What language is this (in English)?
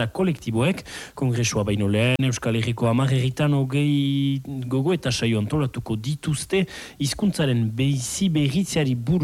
Basque